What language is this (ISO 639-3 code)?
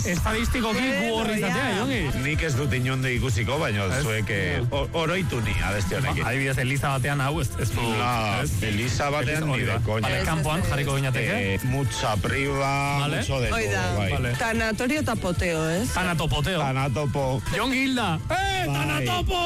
eus